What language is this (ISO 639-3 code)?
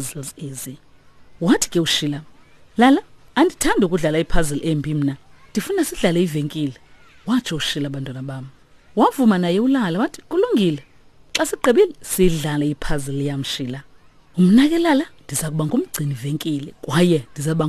xho